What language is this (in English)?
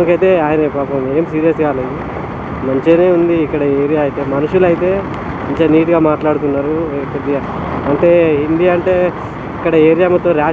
Telugu